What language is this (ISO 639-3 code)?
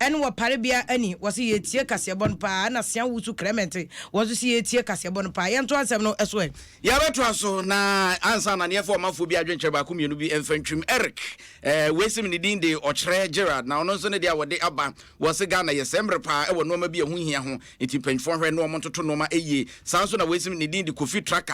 aka